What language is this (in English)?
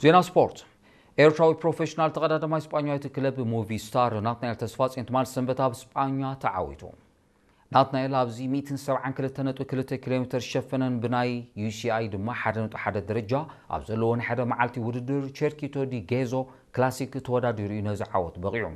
Tigrinya